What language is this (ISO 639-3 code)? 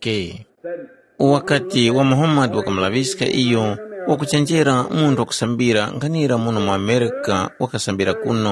tum